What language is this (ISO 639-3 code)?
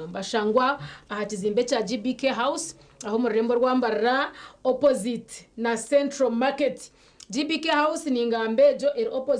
nyn